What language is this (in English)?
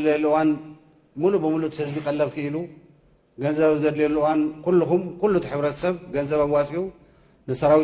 Tigrinya